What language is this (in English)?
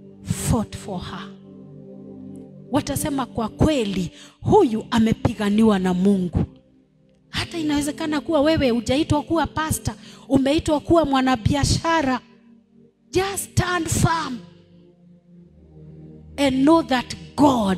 Swahili